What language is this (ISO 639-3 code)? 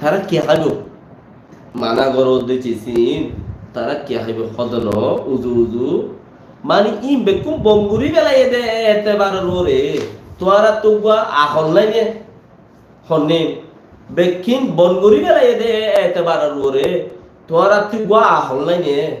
rhg